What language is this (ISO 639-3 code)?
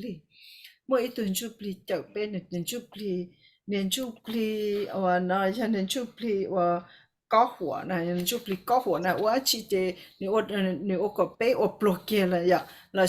hmn